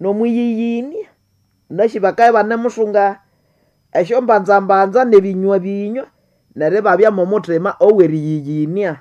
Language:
Nande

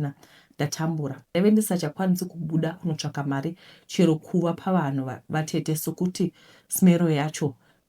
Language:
Shona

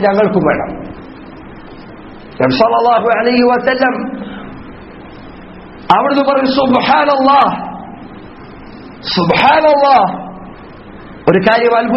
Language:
Malayalam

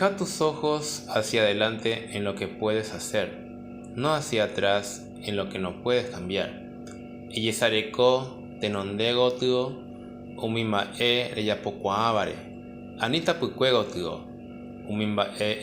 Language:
Guarani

